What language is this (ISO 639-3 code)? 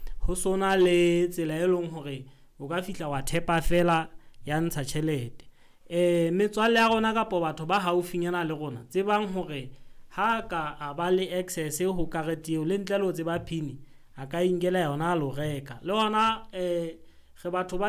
sot